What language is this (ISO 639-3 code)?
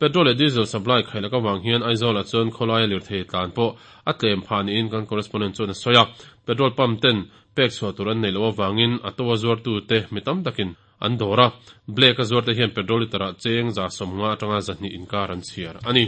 lus